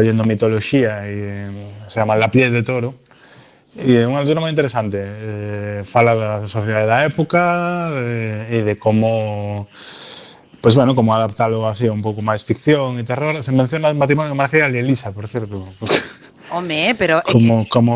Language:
Galician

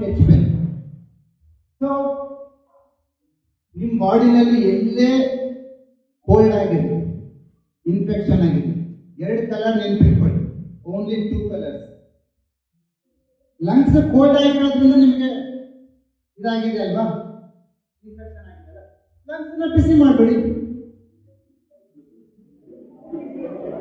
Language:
Kannada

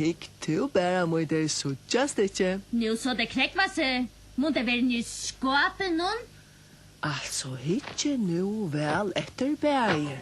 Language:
Faroese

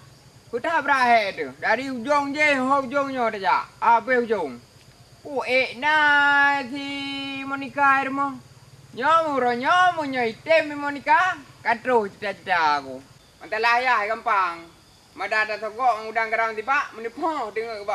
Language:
Achinese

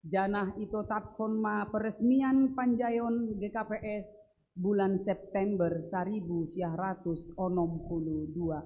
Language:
Batak Simalungun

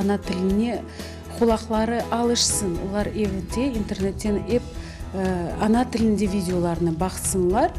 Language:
Crimean Tatar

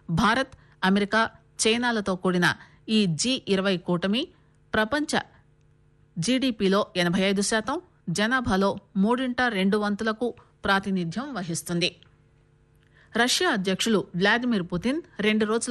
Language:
Telugu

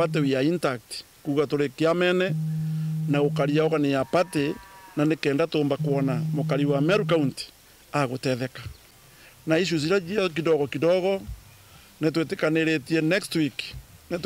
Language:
Meru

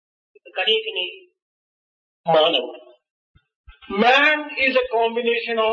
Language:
Telugu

